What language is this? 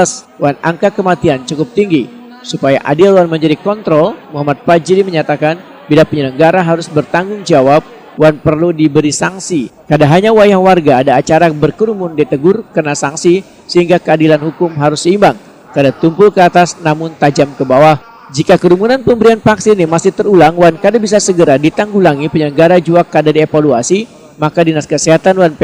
Banjar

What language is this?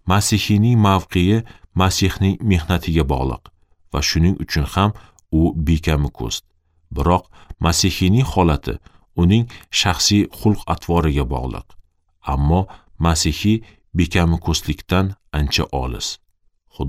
Uzbek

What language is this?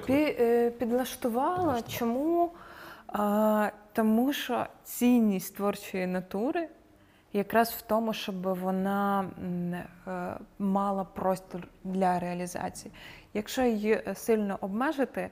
Ukrainian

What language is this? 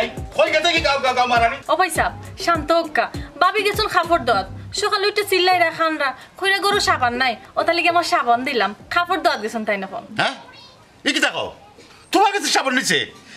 Sylheti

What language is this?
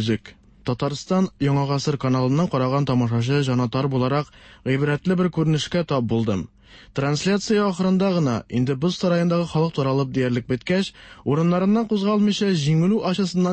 Tatar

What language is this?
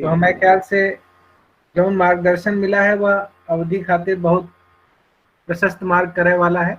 Awadhi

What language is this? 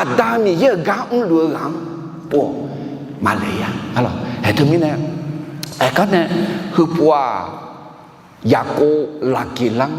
Akha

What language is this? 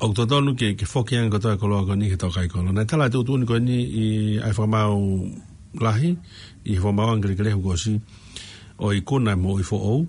Tongan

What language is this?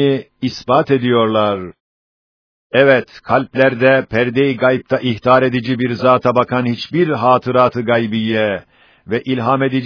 Turkish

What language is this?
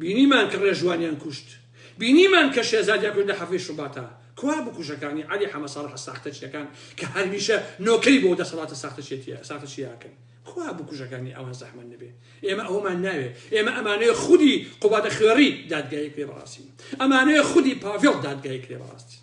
Central Kurdish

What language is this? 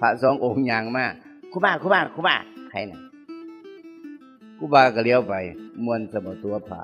Northeastern Thai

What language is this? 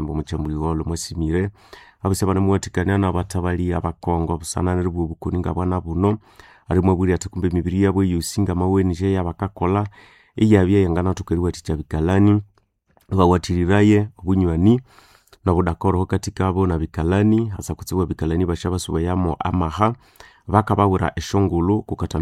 Nande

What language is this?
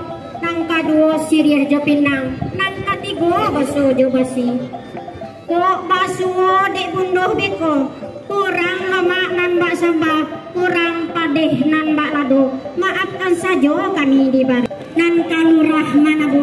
Minangkabau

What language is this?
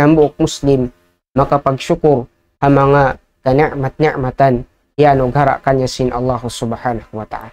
Tausug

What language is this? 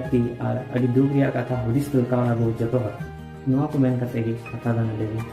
Santali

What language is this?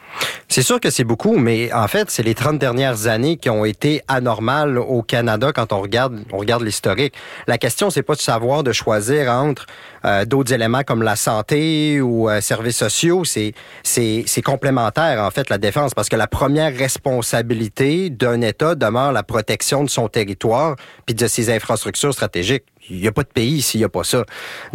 French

